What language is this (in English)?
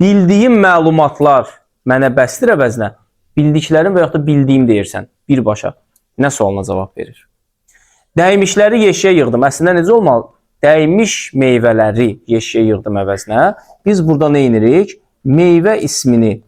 Azerbaijani